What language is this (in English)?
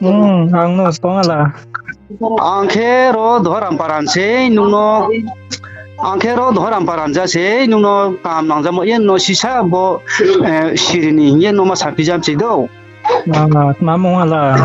Riang (India)